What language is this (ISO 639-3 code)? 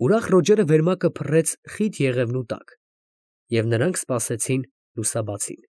hye